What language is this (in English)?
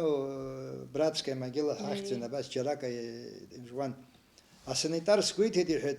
Abkhazian